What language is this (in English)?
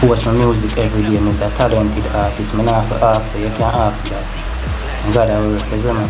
Jamaican Creole English